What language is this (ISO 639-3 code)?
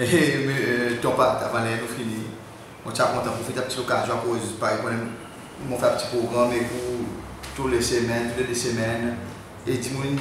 crs